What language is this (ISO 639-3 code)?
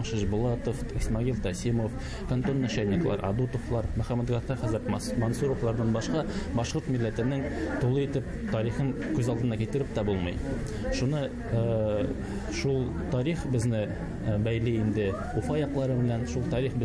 bak